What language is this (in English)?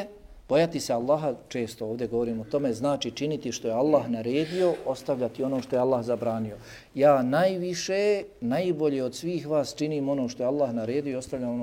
Bosnian